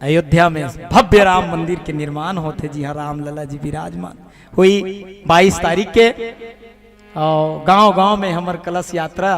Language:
Chhattisgarhi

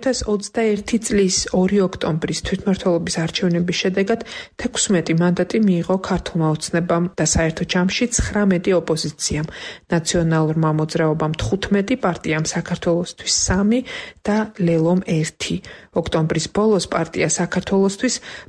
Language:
Georgian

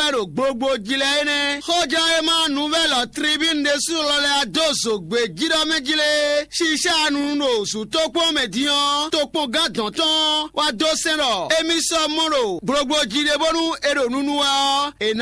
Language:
Fon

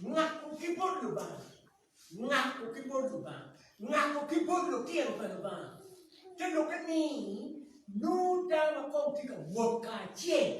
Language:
Acoli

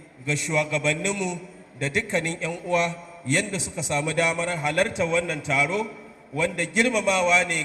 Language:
Hausa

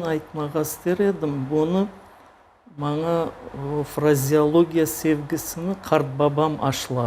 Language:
Crimean Tatar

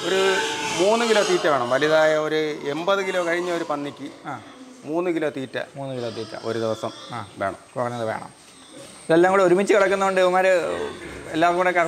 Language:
Malayalam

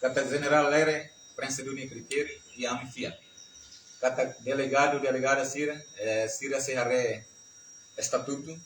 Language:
Tetum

